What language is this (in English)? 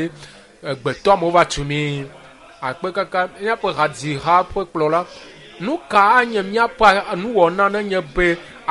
Ewe